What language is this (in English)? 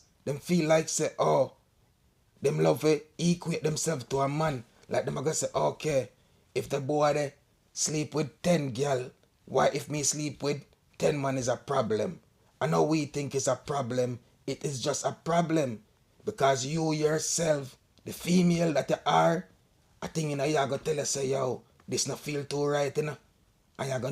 Jamaican Creole English